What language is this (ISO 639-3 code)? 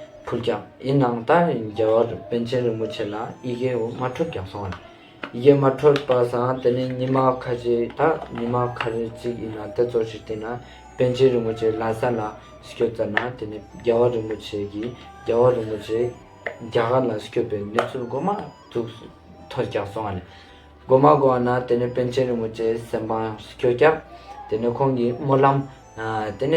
lbj